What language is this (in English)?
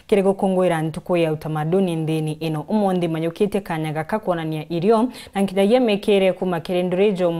Meru